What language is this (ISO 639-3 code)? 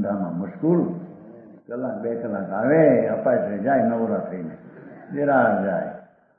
guj